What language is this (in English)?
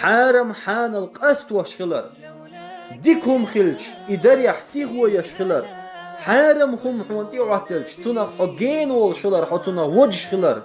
Chechen